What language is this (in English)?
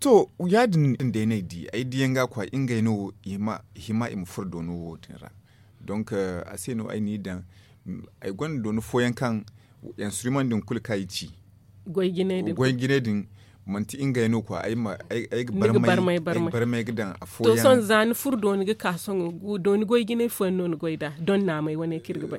Zarma